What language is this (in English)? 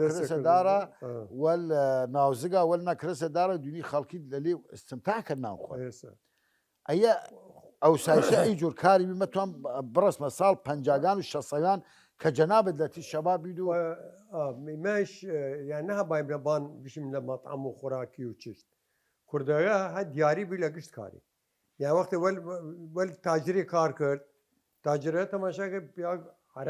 Southern Kurdish